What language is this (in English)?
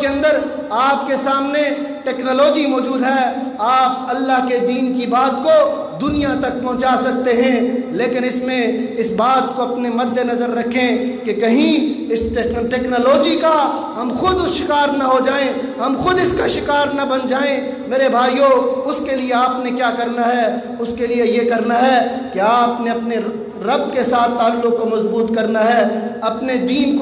Urdu